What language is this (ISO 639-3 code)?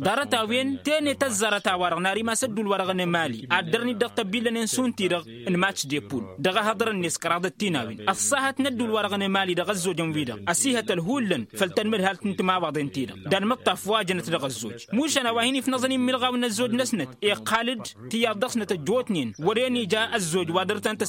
taq